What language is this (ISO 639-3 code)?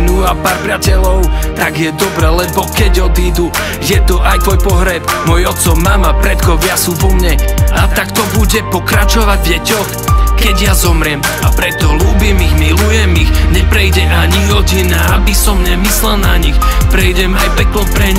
slk